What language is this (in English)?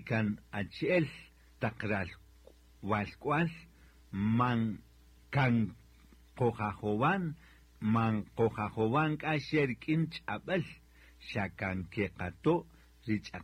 Kaqchikel